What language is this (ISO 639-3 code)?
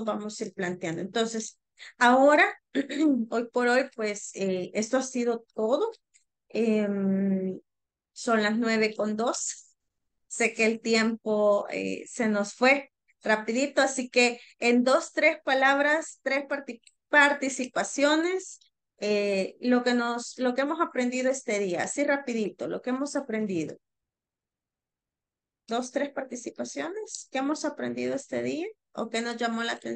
spa